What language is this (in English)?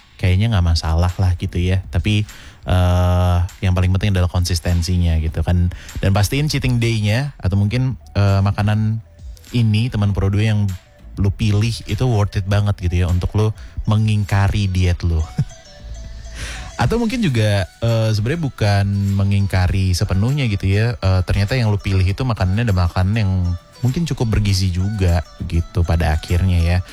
Indonesian